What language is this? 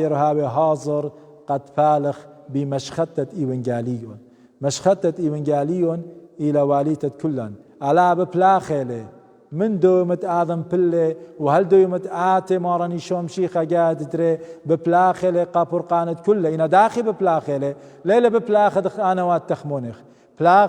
Assyrian Neo-Aramaic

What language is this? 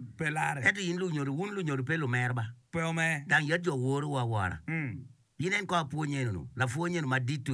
Acoli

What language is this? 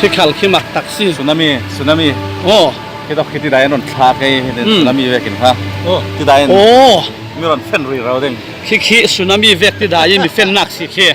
Falam Chin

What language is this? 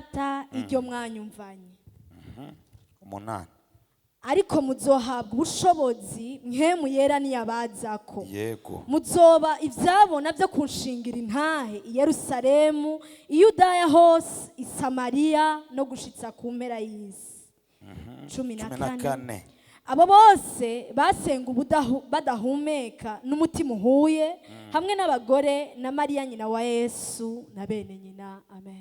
Rundi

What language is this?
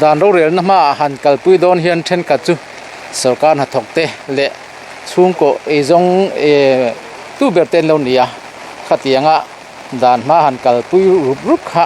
Mizo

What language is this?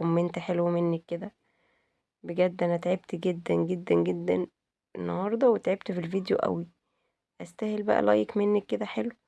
Egyptian Arabic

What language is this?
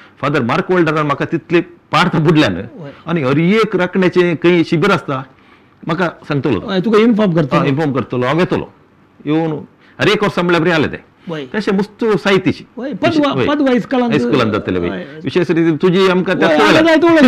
Konkani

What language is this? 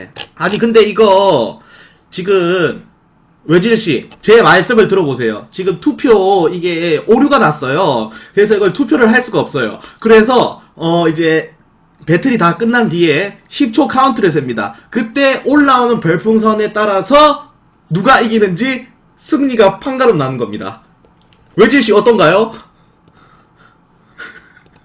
Korean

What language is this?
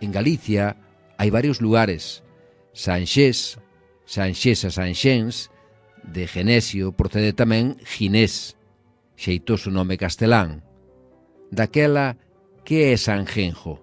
Galician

